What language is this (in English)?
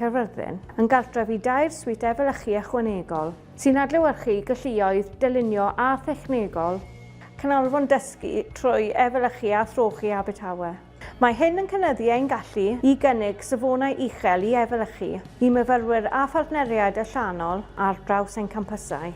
Welsh